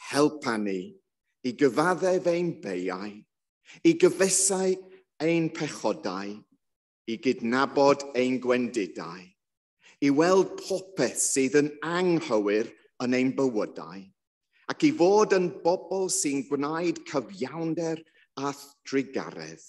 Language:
Welsh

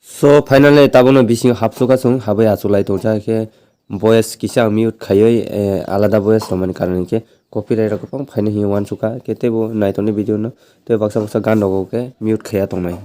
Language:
Kok Borok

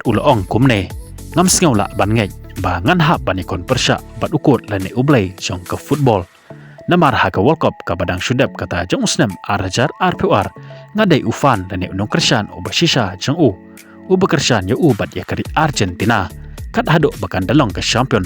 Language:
Khasi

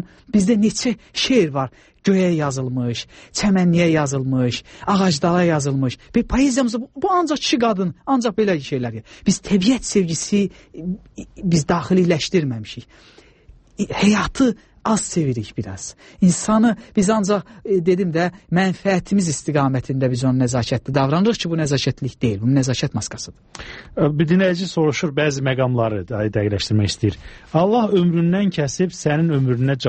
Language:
Azerbaijani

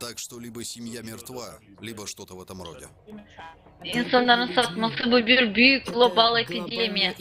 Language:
Gagauz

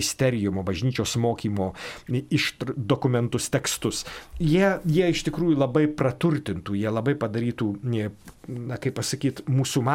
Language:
Lithuanian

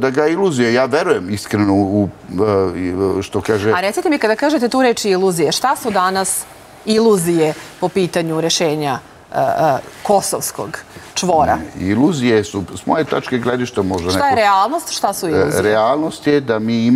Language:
Serbian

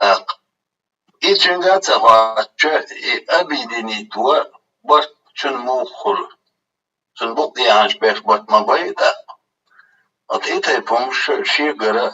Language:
Chechen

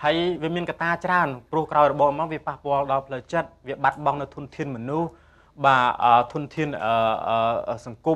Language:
Khmer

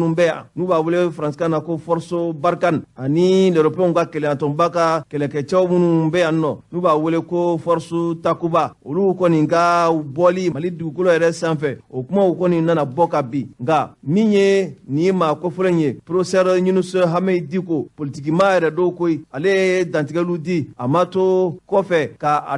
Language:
Bambara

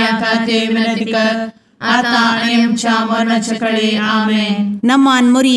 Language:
Konkani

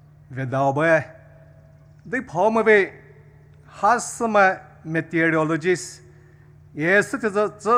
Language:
Poumei Naga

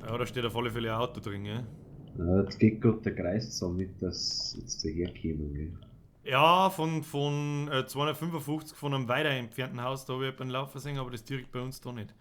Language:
Bavarian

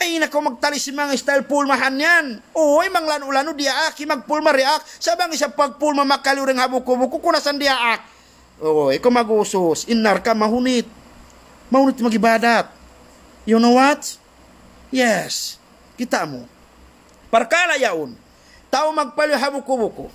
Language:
Tausug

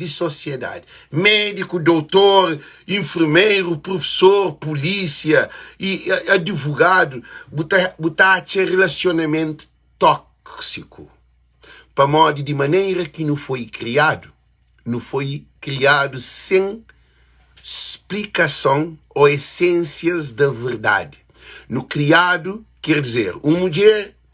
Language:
Kabuverdianu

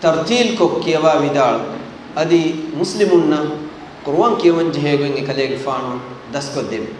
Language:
Divehi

